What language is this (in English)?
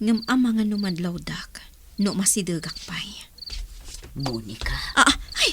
Iloko